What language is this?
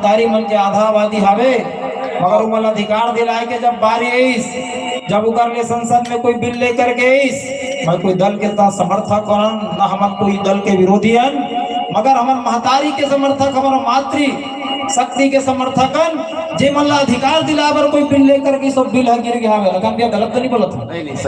Chhattisgarhi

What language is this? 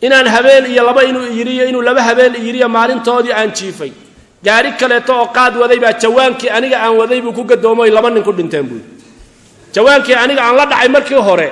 Somali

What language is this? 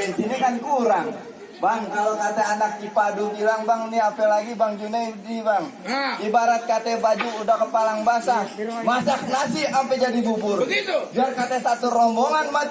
Betawi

